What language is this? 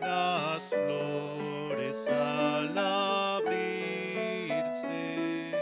South Bolivian Quechua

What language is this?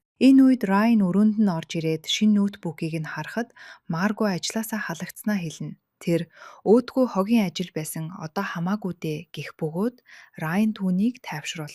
Mongolian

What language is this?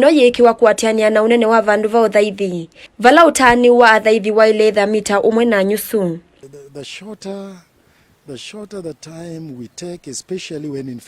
Kamba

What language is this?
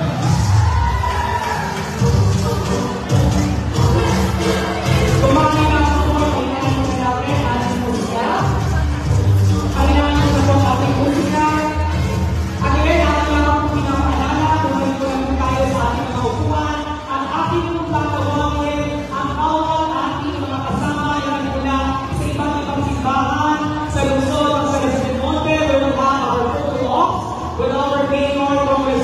Filipino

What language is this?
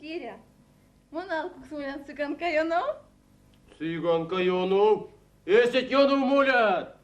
Erzya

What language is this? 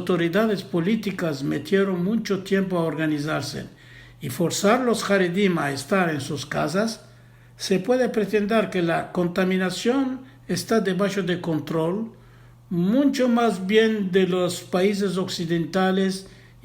Ladino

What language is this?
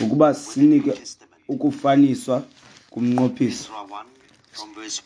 Xhosa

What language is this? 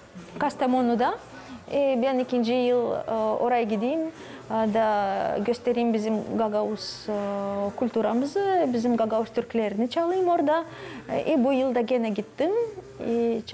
Gagauz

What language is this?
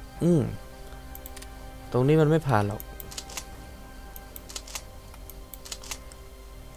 Thai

